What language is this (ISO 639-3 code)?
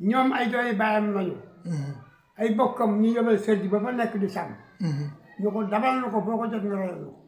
wol